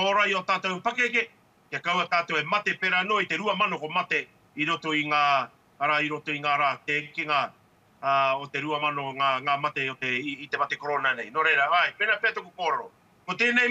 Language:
Māori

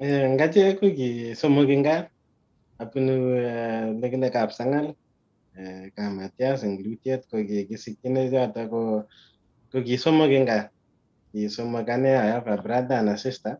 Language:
Kalenjin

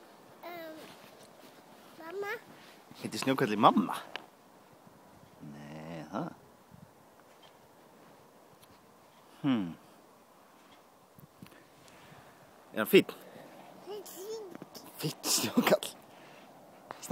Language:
Icelandic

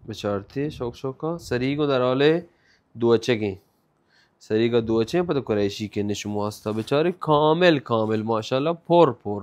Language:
Baluchi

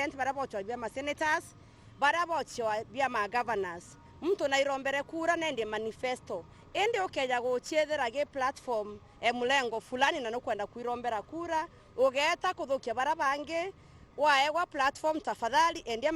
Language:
Meru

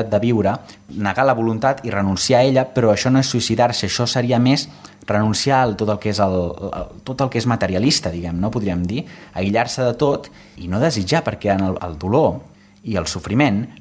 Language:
Catalan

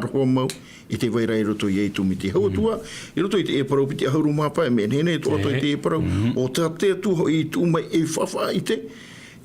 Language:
Tahitian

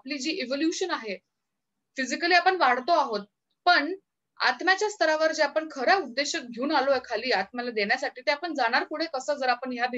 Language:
Marathi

